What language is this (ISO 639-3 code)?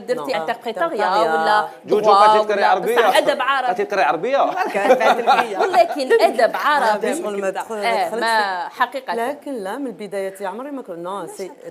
arq